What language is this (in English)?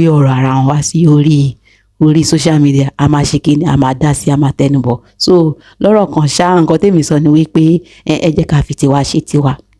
Yoruba